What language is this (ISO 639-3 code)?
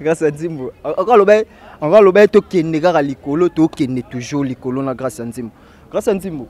lin